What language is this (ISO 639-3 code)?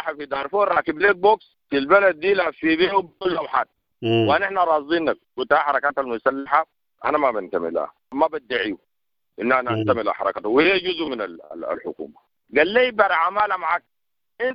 apd